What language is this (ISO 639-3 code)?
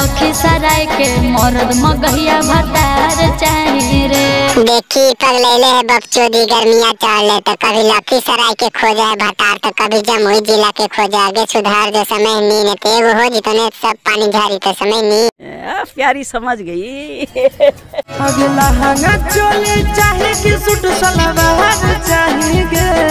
mag